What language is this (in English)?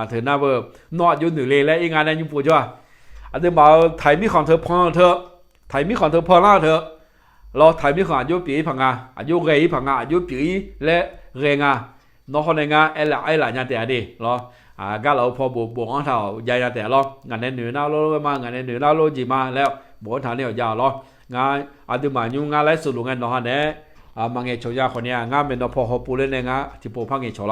Akha